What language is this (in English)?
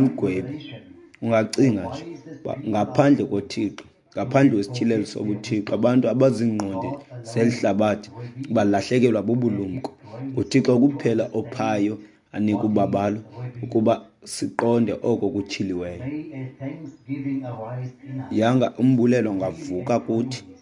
Xhosa